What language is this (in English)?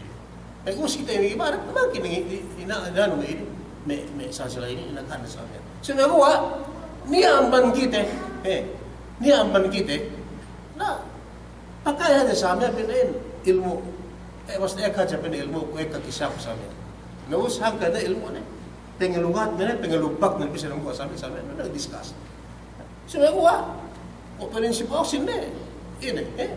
Yakan